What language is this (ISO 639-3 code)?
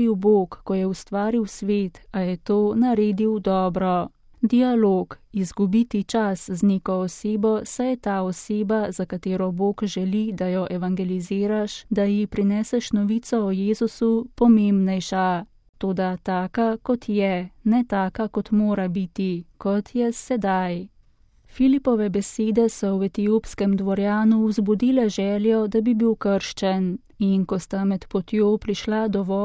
slv